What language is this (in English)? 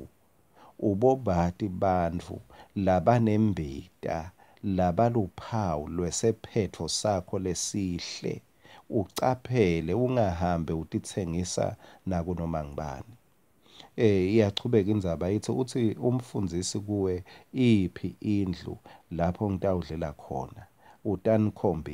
Swati